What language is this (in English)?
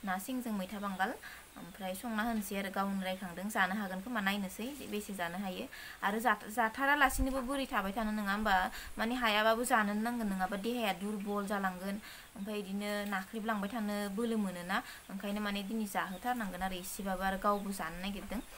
Bodo